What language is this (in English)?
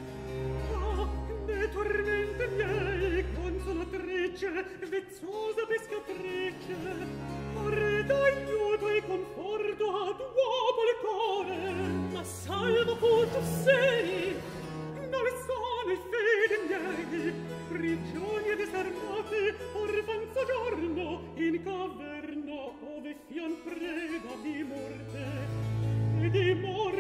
Italian